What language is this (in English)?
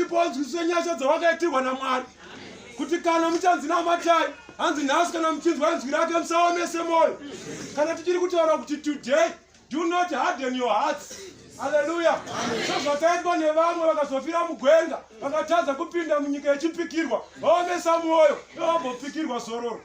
Shona